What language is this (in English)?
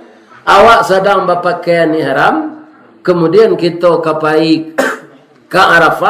Minangkabau